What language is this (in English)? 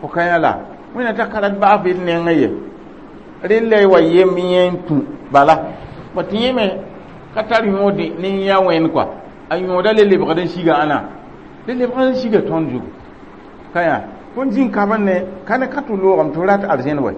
Mossi